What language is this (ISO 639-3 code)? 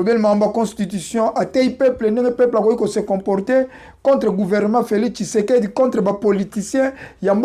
lin